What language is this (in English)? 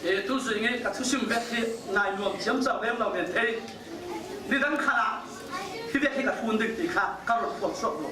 Falam Chin